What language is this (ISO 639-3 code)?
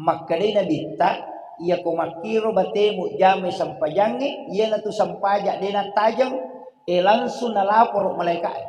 bug